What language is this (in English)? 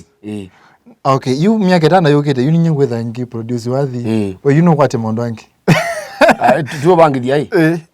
Kamba